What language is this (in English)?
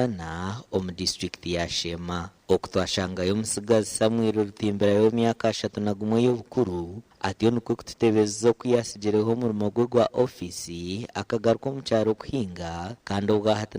Nyankole